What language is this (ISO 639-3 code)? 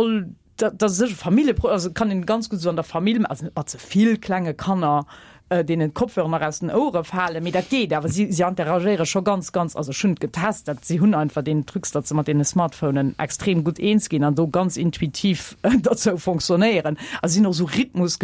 ltz